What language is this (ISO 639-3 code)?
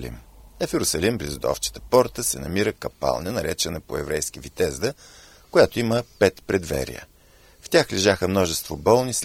bul